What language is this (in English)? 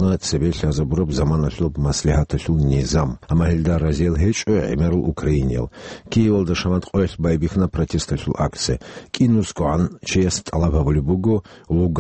Avaric